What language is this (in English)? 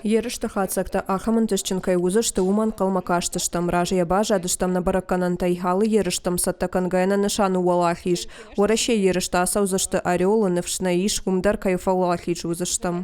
Ossetic